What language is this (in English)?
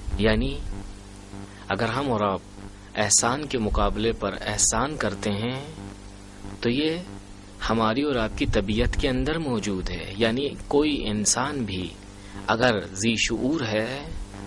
Urdu